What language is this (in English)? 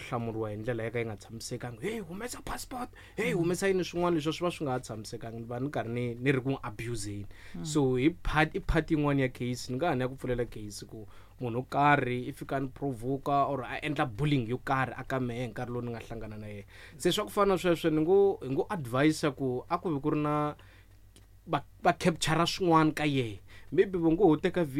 Tsonga